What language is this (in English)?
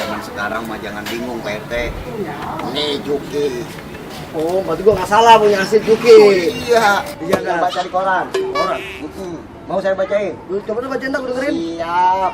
Betawi